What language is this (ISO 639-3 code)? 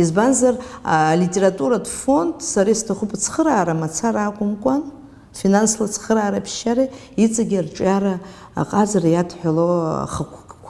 abk